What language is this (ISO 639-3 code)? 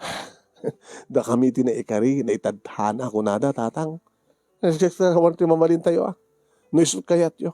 ilo